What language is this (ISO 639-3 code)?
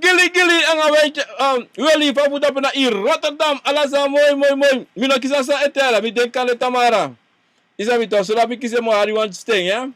srn